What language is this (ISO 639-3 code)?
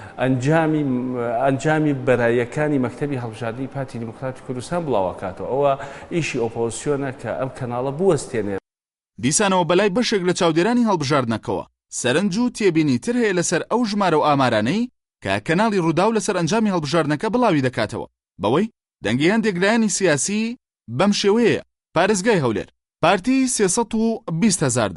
ckb